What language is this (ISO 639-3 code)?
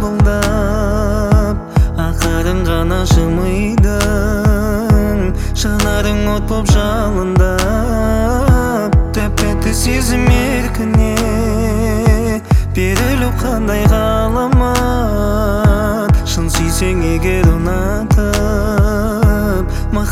kaz